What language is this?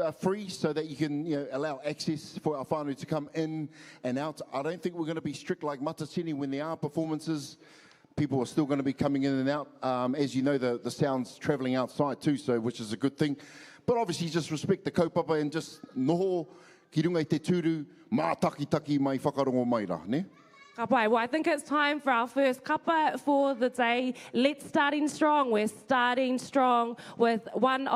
Māori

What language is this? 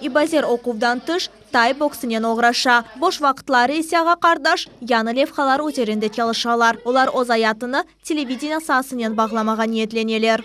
Crimean Tatar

